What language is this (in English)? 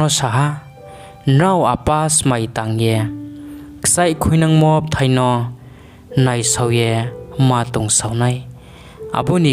Riang (India)